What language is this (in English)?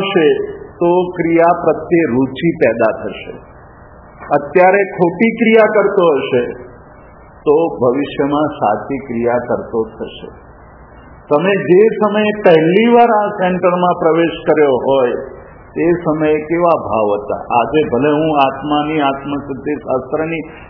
Gujarati